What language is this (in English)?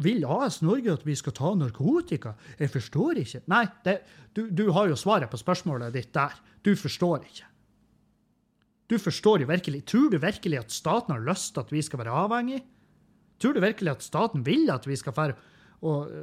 Norwegian